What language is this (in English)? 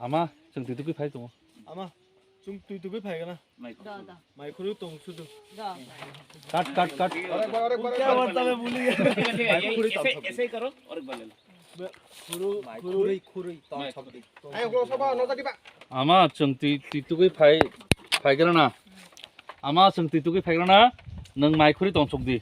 Kok Borok